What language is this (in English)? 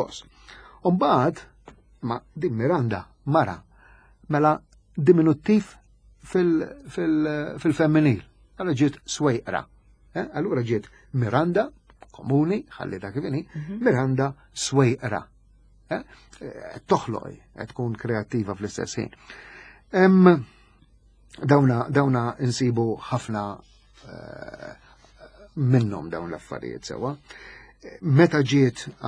Maltese